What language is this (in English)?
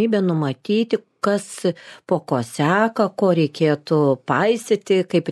Lithuanian